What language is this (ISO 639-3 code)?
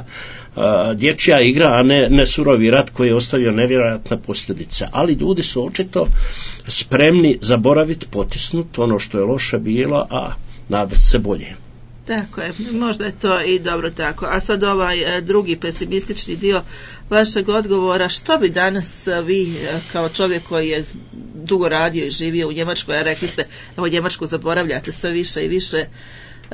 hrv